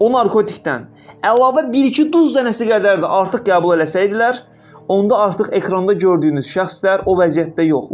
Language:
Azerbaijani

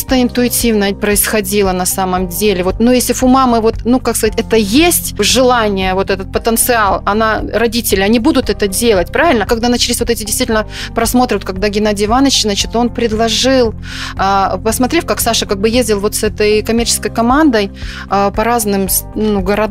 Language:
Russian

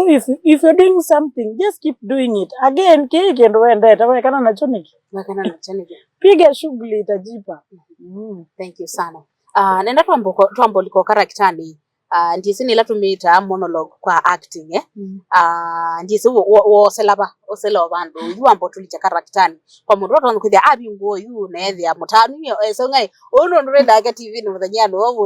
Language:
Kamba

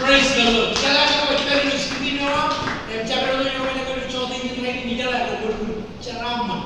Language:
Marshallese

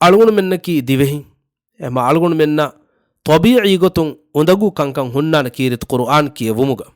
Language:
Divehi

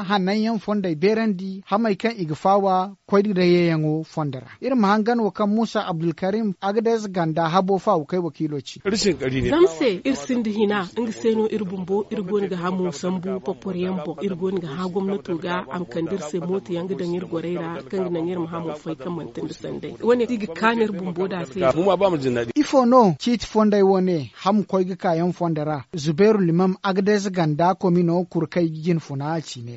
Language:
Zarma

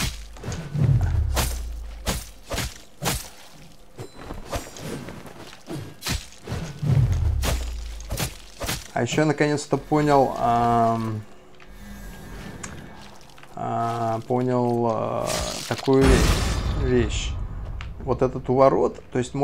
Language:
Russian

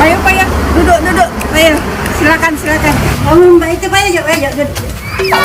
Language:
Musi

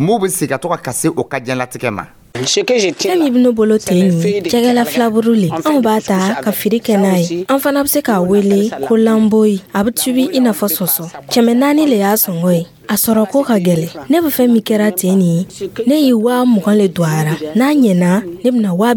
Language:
Dyula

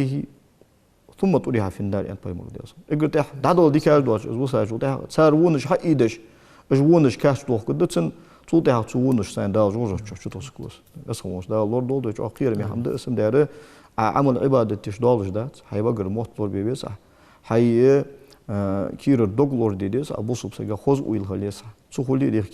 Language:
Ingush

